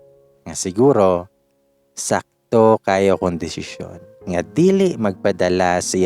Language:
Cebuano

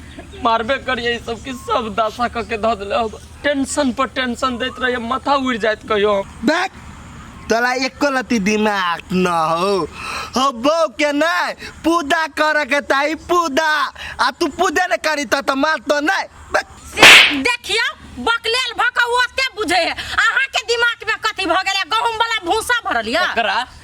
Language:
Maithili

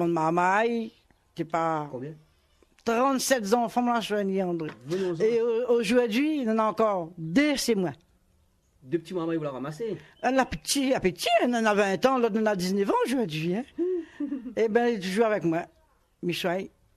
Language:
Réunion Creole French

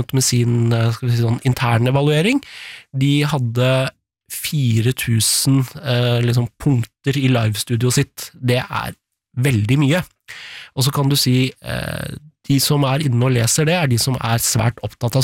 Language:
Norwegian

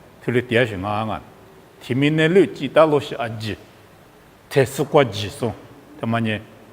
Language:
Lisu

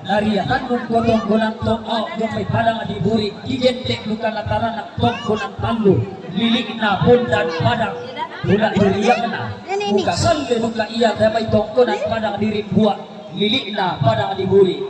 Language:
Toraja-Sa'dan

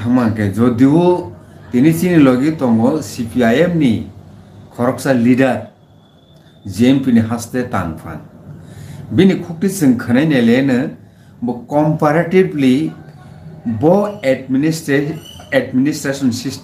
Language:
Kok Borok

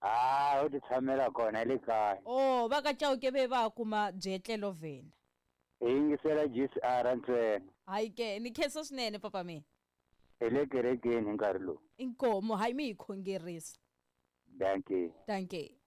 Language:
Tsonga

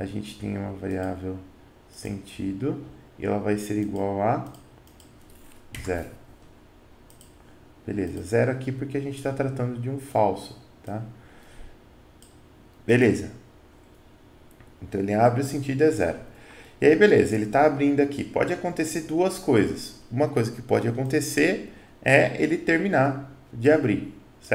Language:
Portuguese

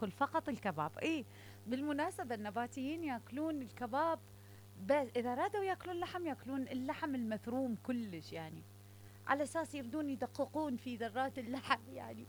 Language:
Mesopotamian Arabic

